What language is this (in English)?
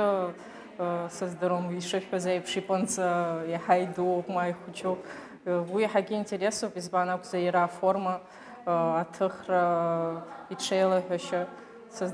Abkhazian